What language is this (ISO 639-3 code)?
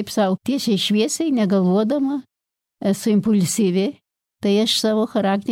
lit